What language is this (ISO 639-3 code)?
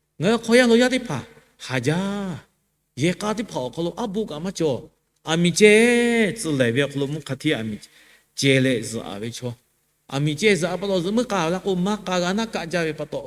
lhu